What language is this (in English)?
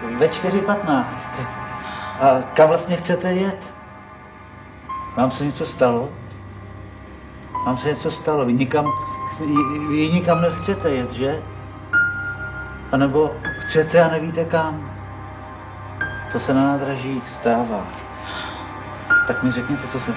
Czech